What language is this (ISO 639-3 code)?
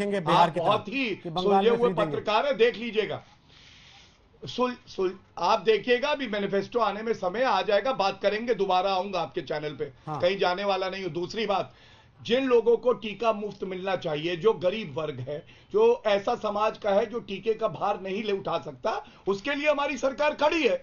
hin